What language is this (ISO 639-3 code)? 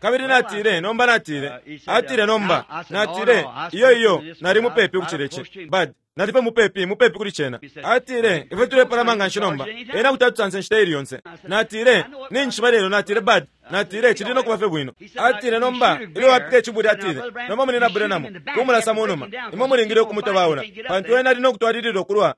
bem